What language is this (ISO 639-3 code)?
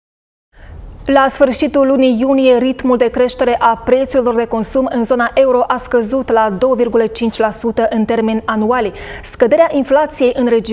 ron